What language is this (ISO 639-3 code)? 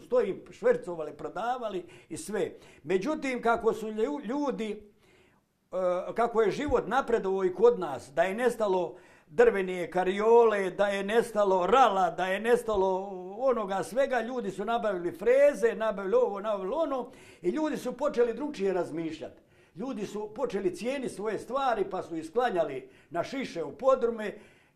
hrv